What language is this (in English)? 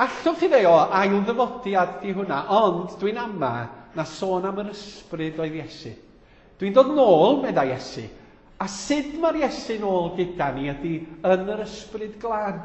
Welsh